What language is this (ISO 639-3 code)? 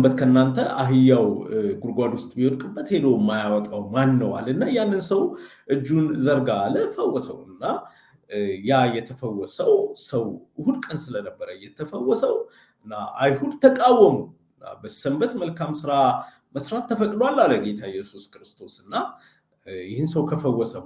amh